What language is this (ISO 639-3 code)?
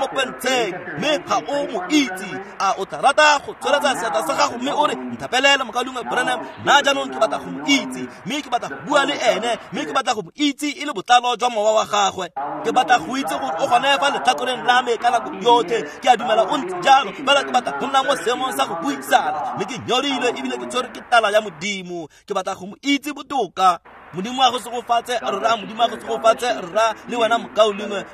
tsn